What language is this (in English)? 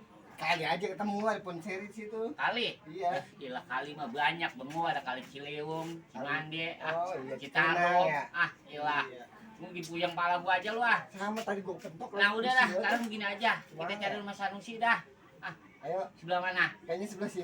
Betawi